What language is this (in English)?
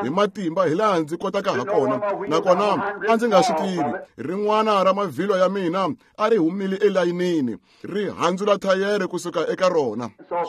Tsonga